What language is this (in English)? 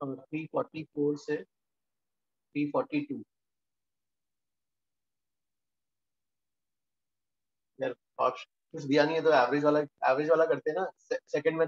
Hindi